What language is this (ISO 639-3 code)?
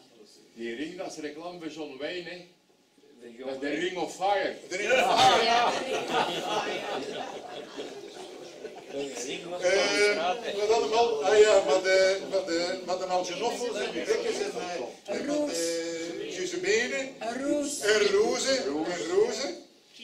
nld